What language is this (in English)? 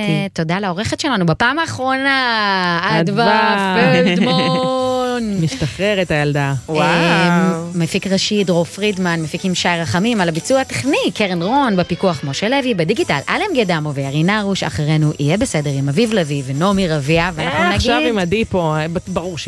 Hebrew